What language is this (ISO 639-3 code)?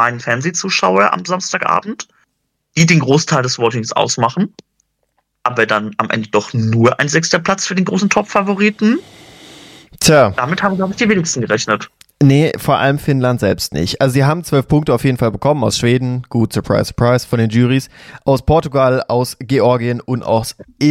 deu